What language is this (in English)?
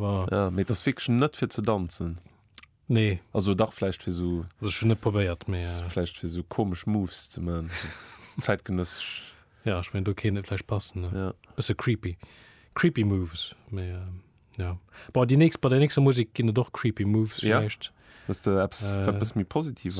Luxembourgish